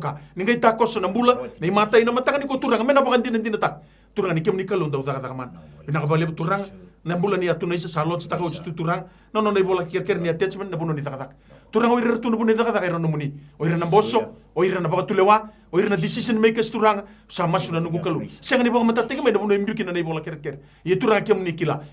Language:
Fijian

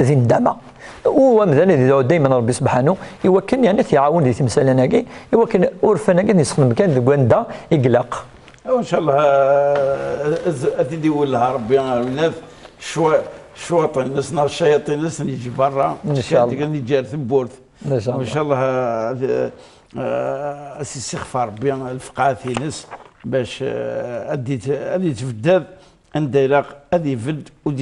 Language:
Kabyle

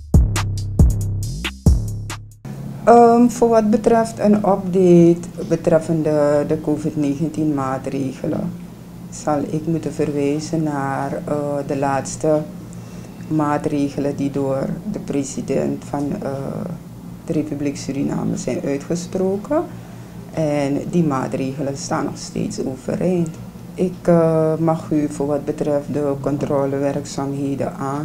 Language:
Dutch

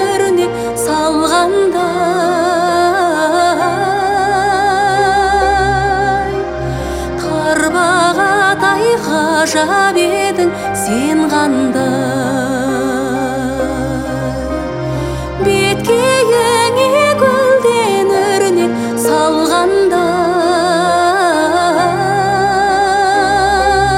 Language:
Kazakh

